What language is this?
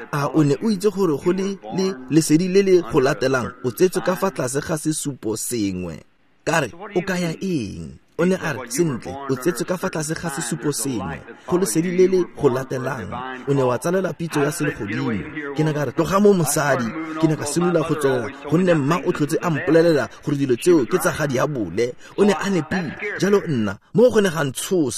Tswana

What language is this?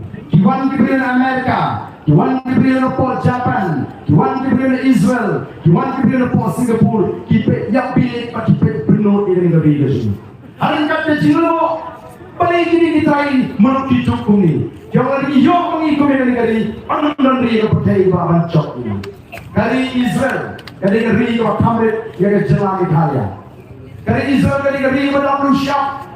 Khasi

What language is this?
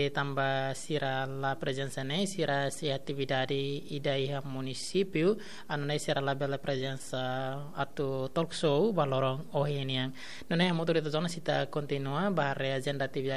Tetum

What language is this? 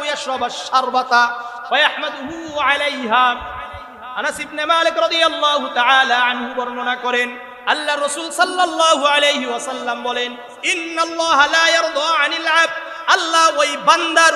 Bangla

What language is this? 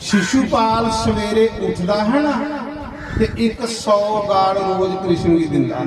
Dogri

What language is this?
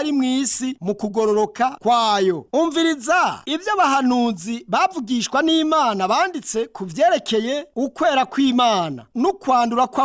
Rundi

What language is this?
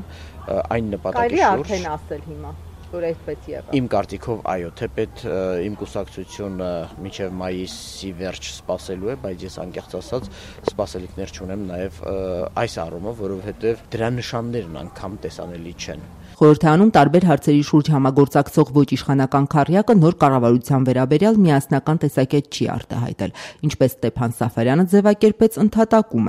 Armenian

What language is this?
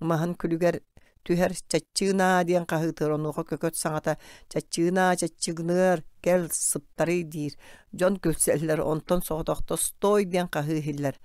Yakut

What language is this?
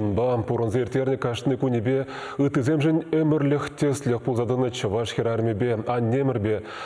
Chuvash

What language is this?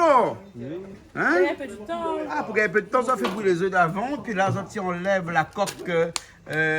Réunion Creole French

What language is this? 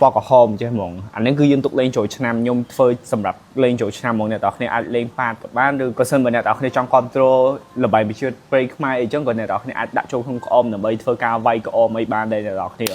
Khmer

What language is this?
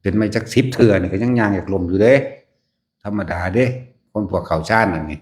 Northeastern Thai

